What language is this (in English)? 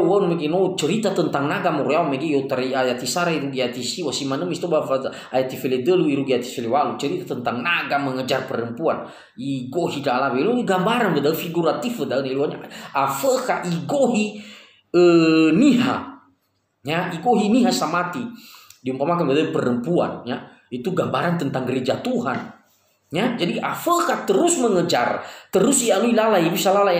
Nias